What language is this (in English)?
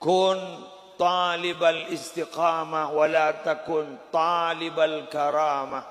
Madurese